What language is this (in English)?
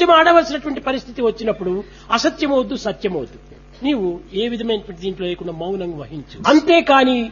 Telugu